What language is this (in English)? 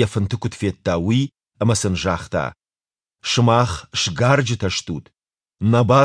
Ossetic